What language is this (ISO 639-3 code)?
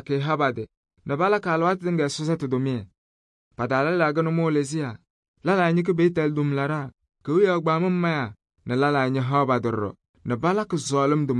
kbp